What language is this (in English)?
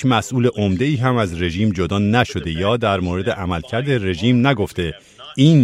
Persian